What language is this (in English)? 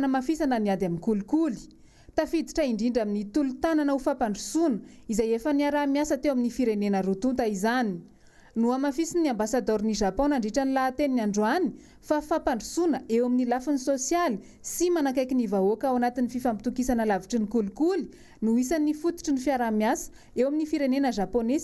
Malagasy